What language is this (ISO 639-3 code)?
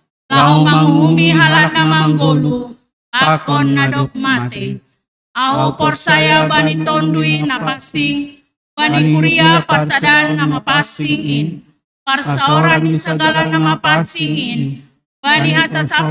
bts